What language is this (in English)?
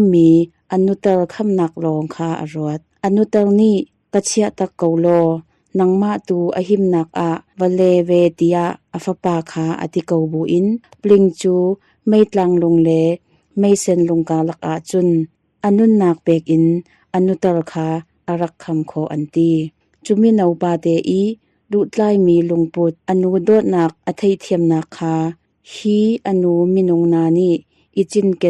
Hakha Chin